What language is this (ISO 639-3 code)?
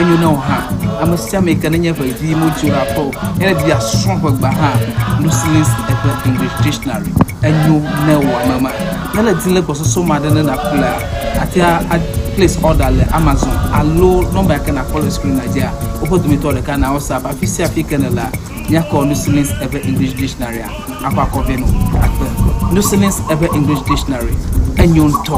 ewe